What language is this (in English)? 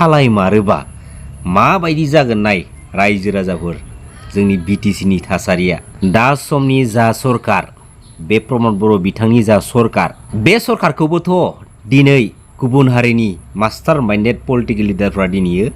Bodo